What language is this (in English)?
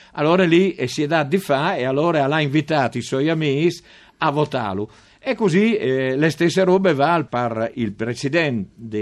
Friulian